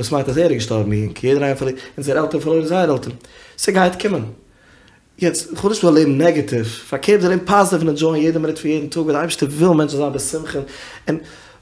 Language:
Yiddish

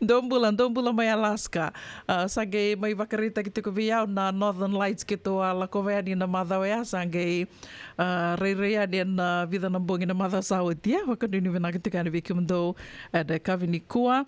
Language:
Fijian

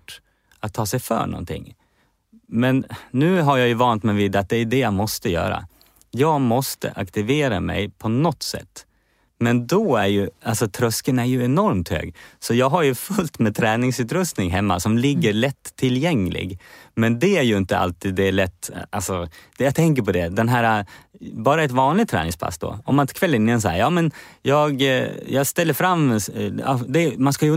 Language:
Swedish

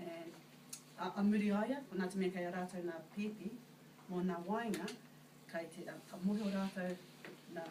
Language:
Māori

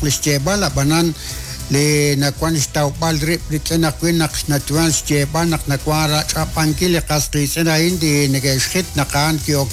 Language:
Kekchí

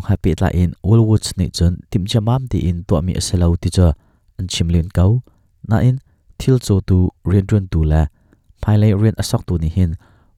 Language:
Hakha Chin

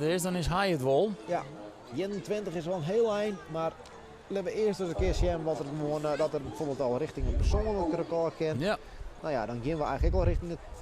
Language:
Western Frisian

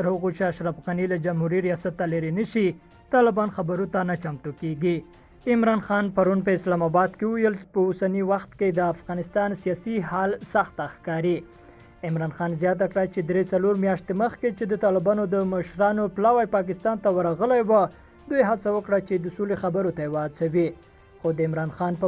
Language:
Pashto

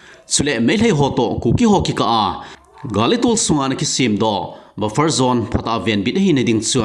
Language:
Thado Chin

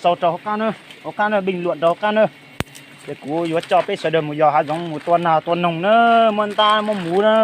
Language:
Hmong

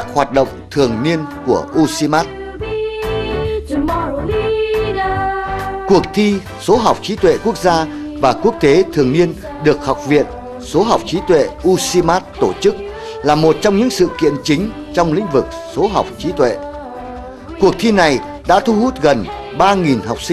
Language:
Vietnamese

